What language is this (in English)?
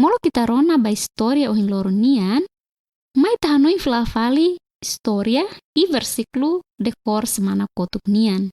Tetum